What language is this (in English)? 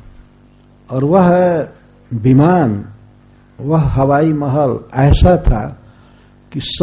Hindi